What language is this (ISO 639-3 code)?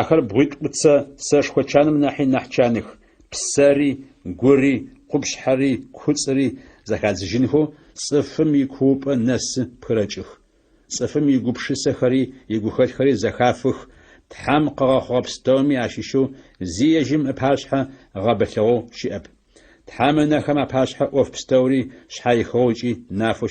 ady